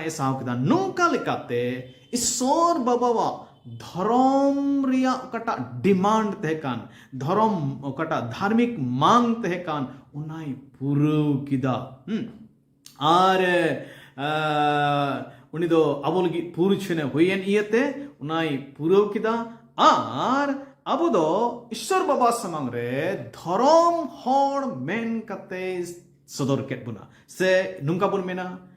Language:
Santali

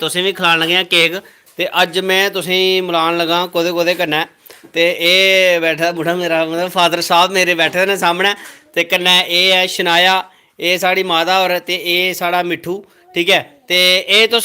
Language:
Dogri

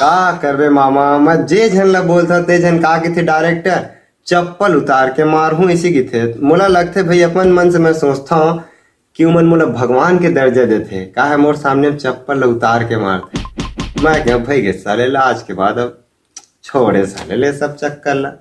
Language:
Chhattisgarhi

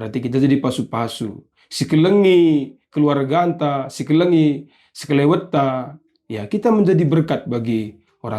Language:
Batak Karo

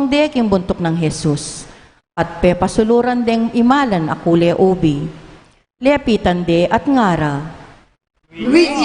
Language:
Pampanga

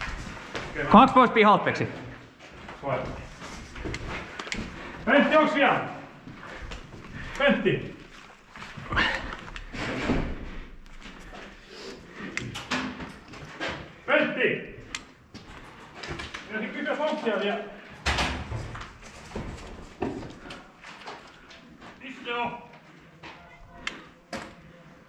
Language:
Finnish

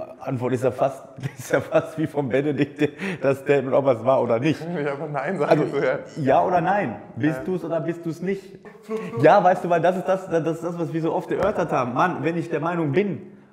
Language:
German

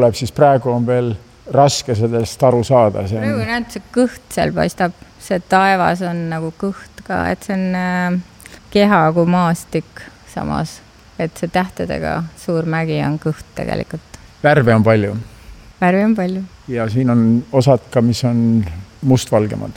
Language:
Estonian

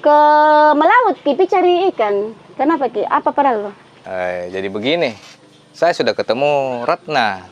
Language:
Makassar Malay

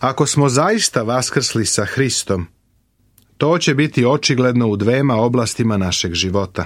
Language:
Serbian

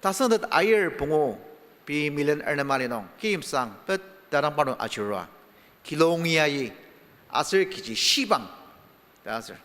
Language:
Ao Naga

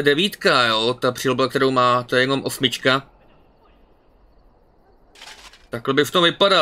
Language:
Czech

